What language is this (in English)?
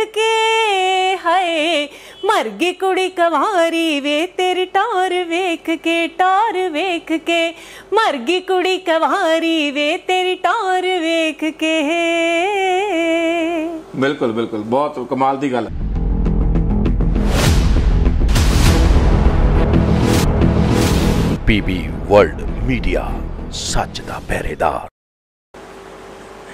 Punjabi